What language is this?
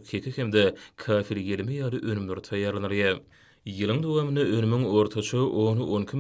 Turkmen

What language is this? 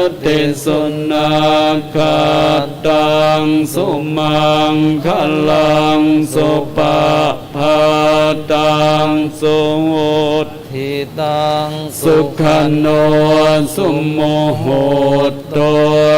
Pali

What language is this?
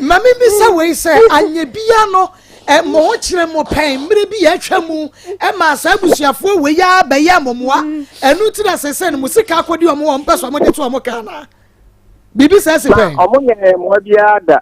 Akan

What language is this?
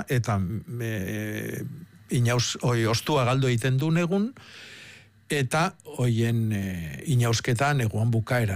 Basque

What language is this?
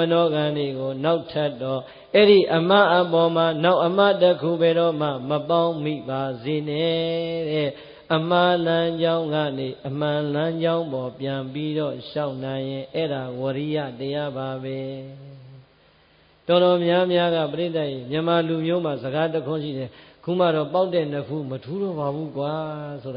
Burmese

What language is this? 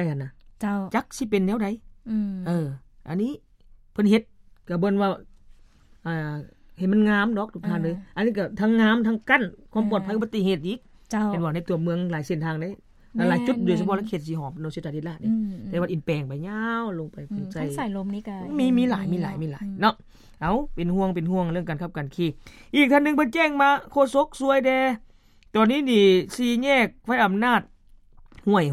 Lao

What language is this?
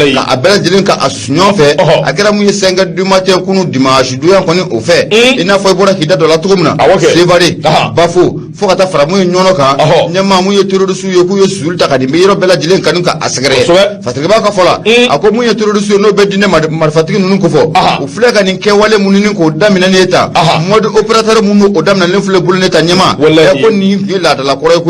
Bambara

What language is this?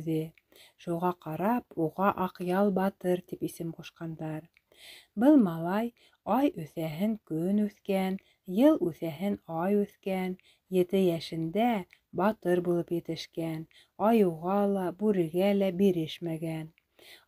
Bashkir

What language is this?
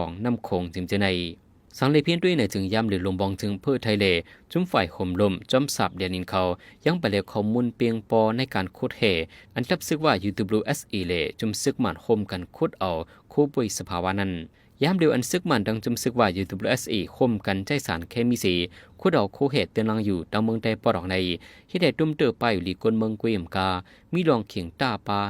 Shan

